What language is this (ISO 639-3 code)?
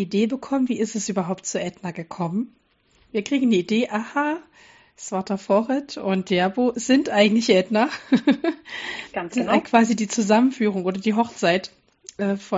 deu